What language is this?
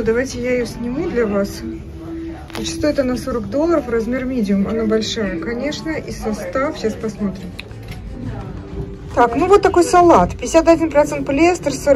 Russian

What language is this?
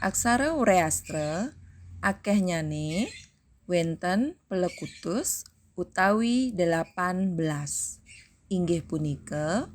Balinese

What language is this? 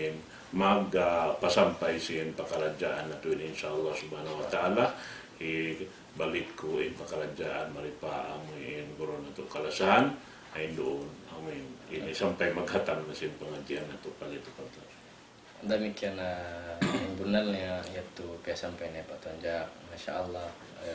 Tausug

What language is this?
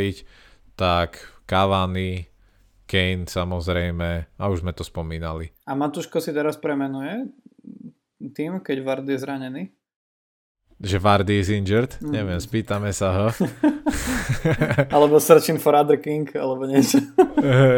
Slovak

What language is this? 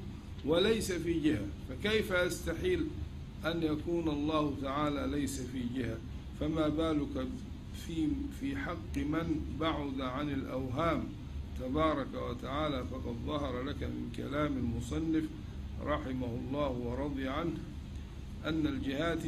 Arabic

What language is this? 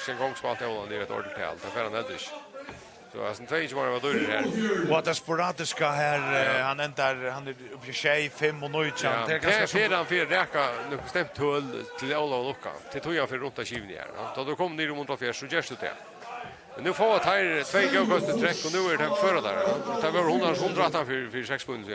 Faroese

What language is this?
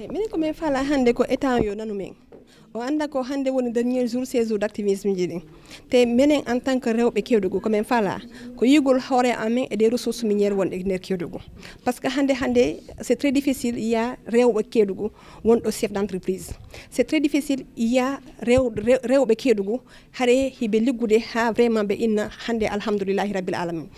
Fula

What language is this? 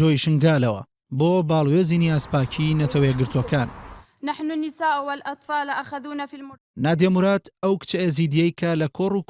Central Kurdish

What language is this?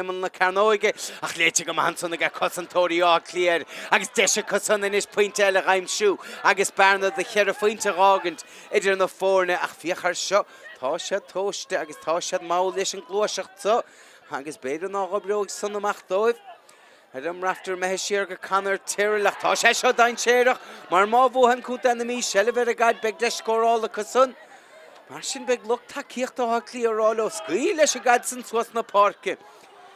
Irish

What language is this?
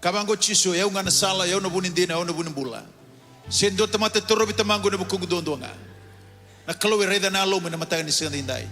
Fijian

